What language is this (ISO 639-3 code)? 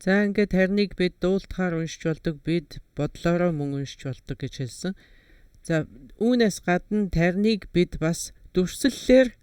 mon